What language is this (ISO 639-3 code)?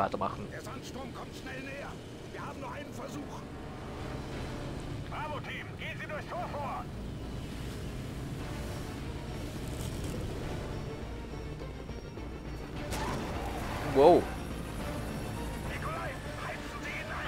deu